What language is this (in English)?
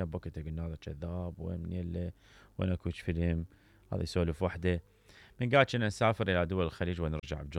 Mesopotamian Arabic